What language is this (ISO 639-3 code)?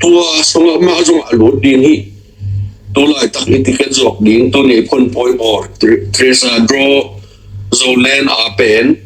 ctd